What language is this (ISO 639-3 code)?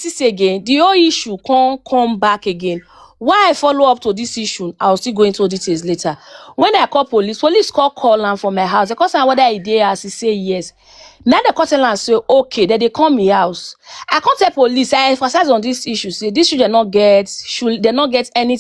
pcm